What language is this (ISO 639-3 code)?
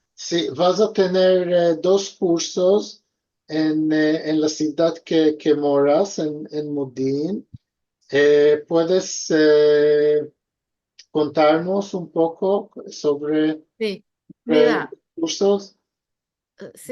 lad